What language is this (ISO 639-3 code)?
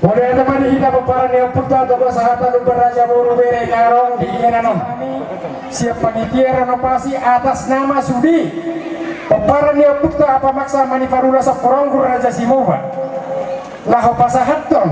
bbc